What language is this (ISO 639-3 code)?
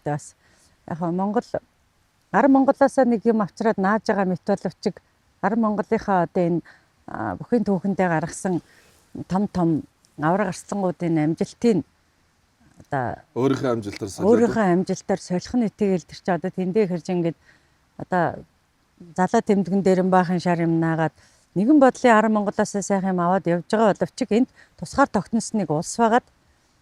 mon